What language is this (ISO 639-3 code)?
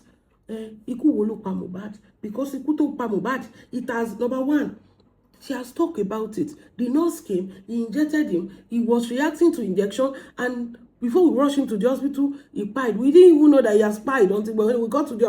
yor